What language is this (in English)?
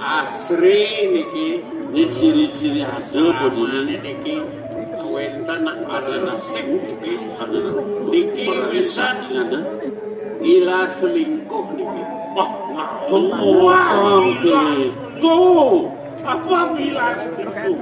Balinese